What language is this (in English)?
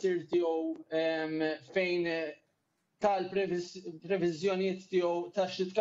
Maltese